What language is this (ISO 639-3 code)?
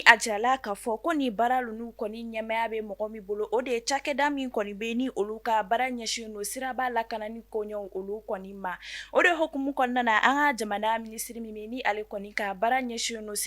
bam